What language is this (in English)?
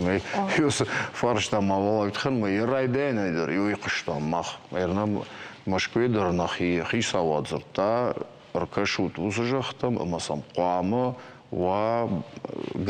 Ossetic